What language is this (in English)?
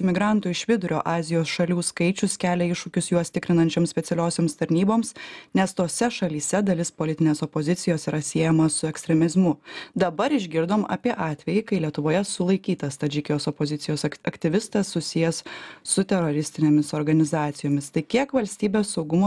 Lithuanian